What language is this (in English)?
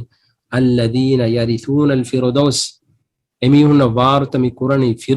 Divehi